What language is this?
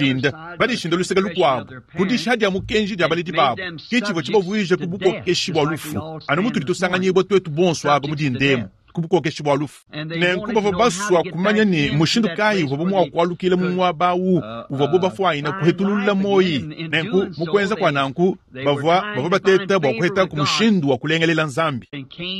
Luba-Lulua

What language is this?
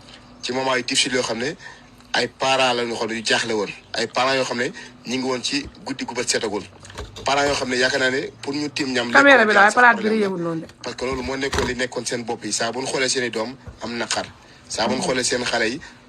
Wolof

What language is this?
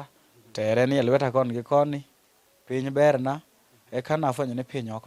Luo (Kenya and Tanzania)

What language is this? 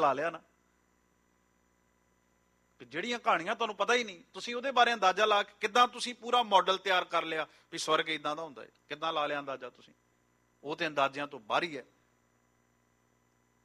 Punjabi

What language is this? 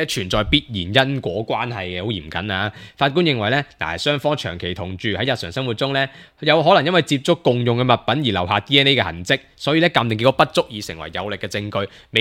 Cantonese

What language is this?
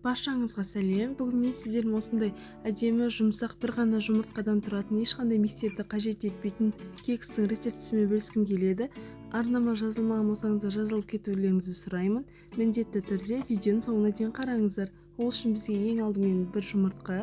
Kazakh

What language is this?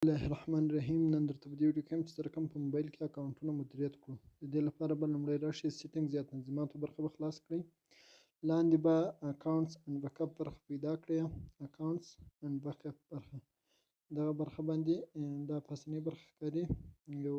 Pashto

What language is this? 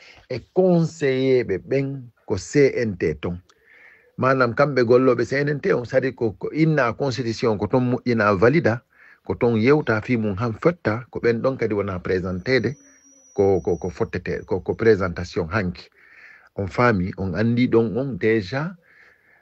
Fula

